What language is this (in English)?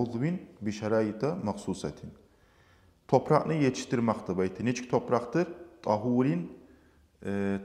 Kumyk